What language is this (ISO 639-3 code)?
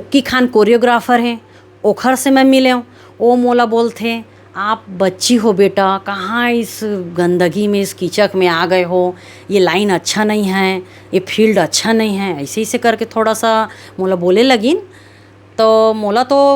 hne